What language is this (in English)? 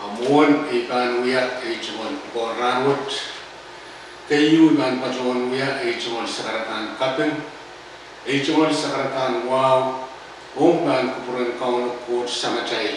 Pohnpeian